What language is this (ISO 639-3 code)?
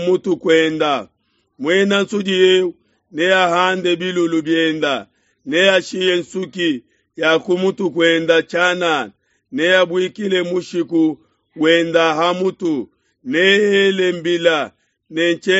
lua